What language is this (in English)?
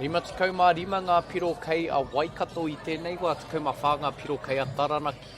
Māori